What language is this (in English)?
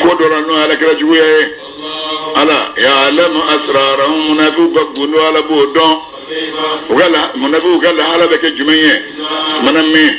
Bambara